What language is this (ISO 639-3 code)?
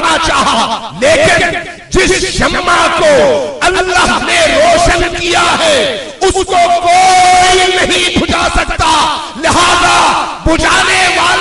hin